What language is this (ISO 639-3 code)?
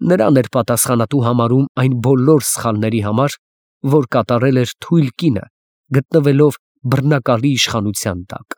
hye